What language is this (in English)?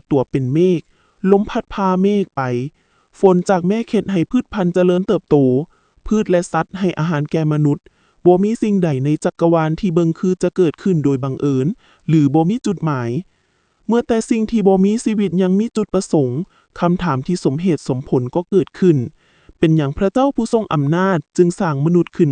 Lao